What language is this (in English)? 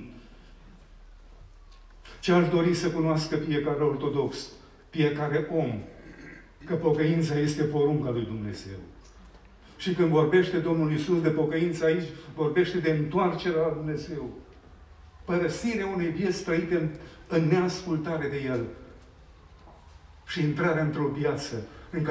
Romanian